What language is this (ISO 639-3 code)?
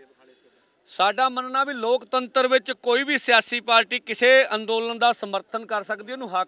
pan